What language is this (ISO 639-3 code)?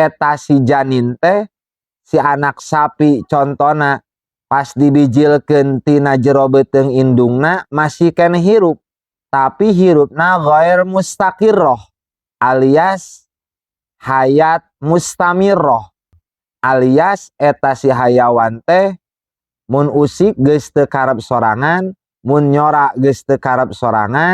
sun